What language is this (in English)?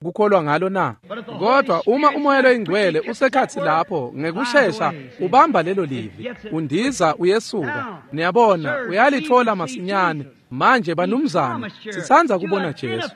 Swati